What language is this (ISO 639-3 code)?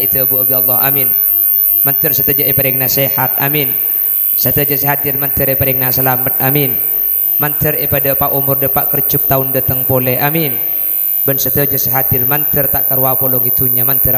mad